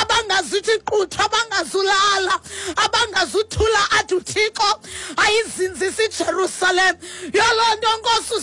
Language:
Xhosa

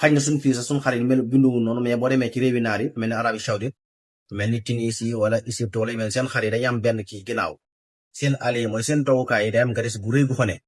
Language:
Wolof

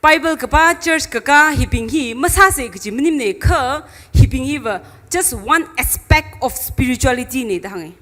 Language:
Tangkhul Naga (India)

